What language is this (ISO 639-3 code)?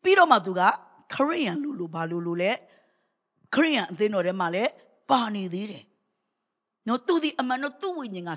mya